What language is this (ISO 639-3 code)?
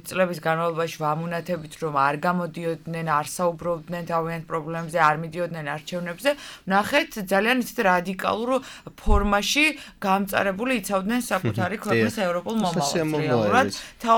kat